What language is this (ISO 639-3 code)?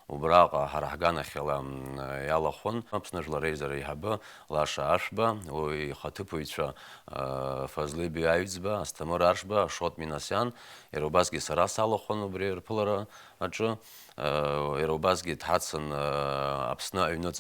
abk